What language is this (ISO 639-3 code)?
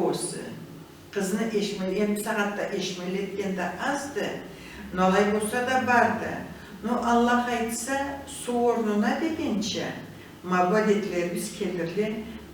krc